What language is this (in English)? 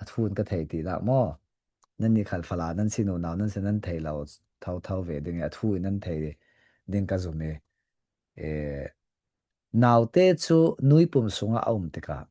Falam Chin